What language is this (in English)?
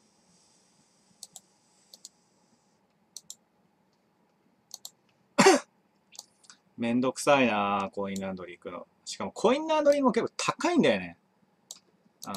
Japanese